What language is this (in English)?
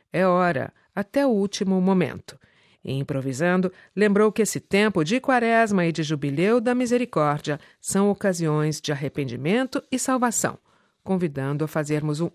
Portuguese